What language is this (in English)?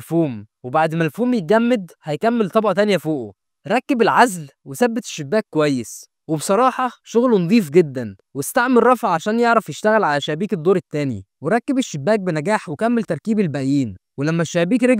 Egyptian Arabic